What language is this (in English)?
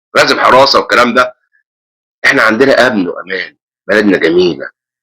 Egyptian Arabic